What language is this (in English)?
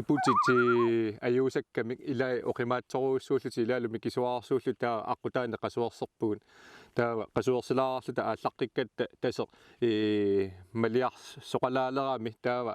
Kalaallisut